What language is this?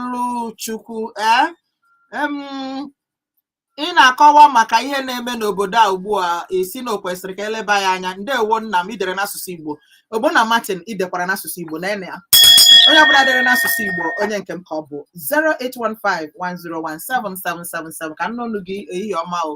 Igbo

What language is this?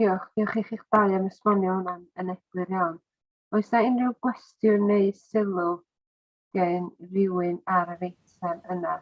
Welsh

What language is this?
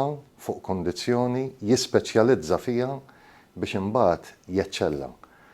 Maltese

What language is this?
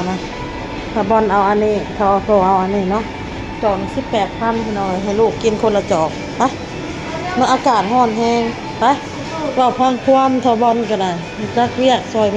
Northeastern Thai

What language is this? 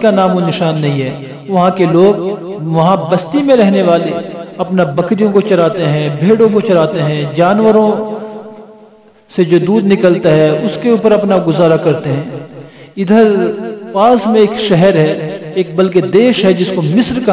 Urdu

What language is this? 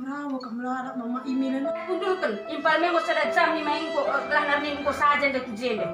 Batak Karo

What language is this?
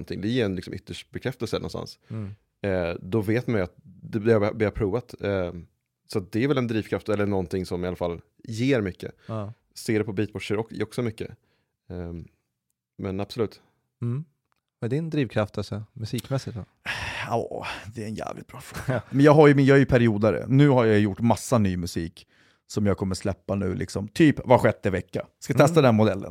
Swedish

